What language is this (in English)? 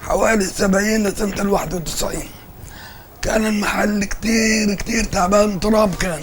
North Levantine Arabic